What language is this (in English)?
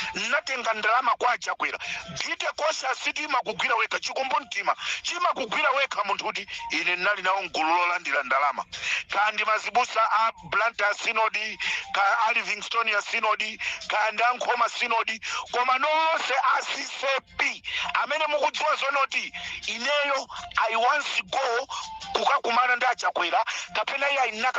Nyanja